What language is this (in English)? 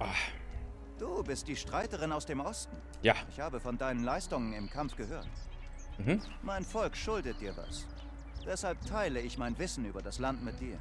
Bavarian